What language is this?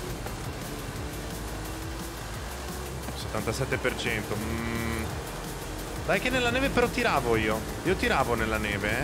Italian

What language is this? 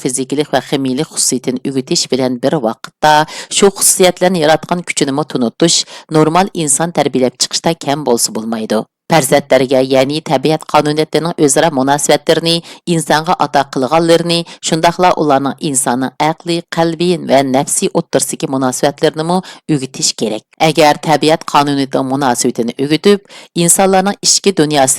Uyghur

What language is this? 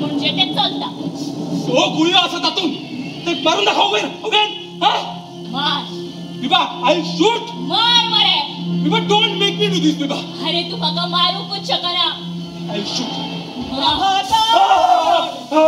Konkani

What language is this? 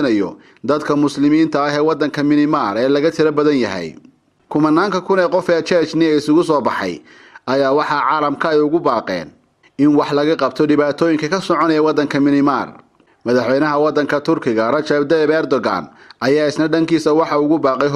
Somali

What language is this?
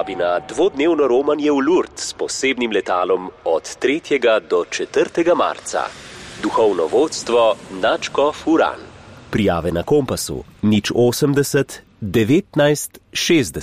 Slovenian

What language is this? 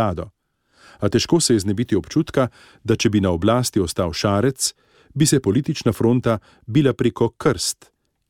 Slovenian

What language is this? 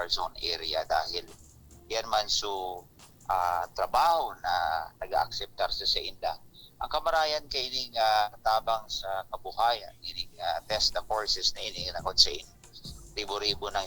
Bikol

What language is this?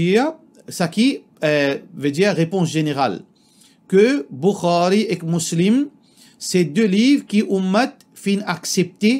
Morisyen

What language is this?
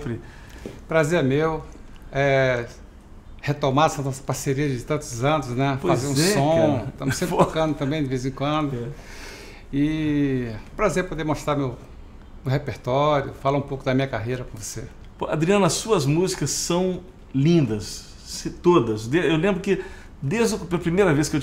Portuguese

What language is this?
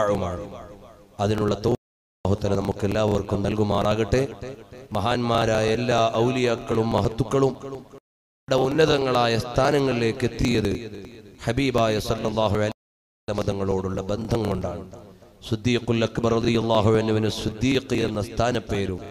Malayalam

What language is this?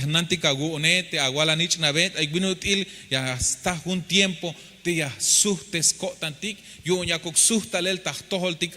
Tzeltal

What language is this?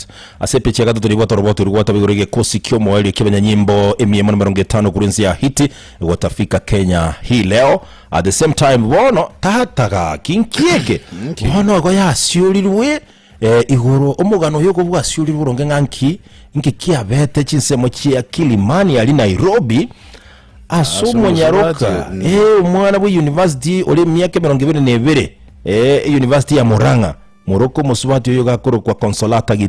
Gusii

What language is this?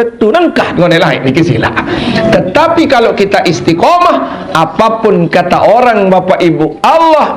Sasak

